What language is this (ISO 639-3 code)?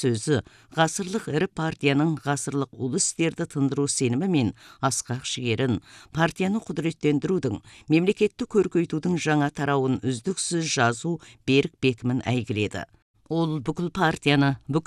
kaz